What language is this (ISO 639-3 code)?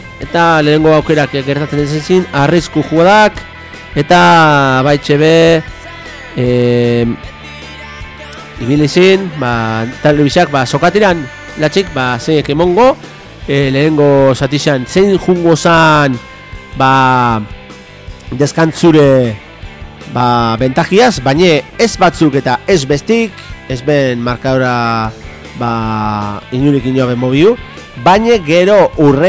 eus